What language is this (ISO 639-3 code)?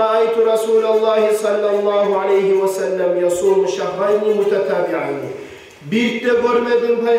kum